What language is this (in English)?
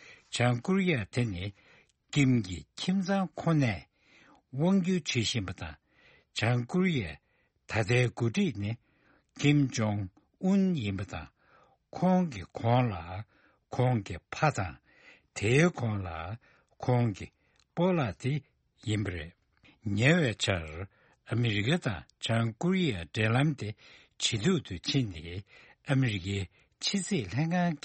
Tibetan